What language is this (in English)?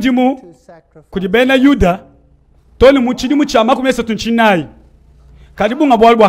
Luba-Lulua